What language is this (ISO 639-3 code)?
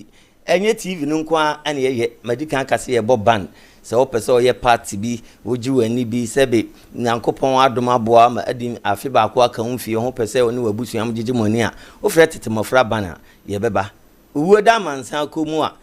aka